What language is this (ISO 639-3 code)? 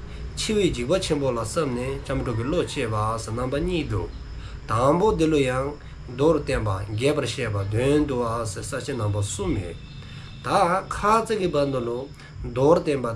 dzo